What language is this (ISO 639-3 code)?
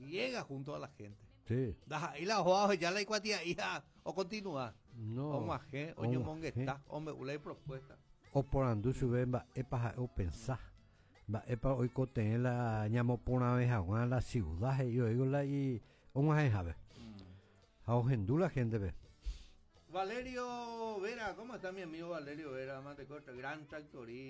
grn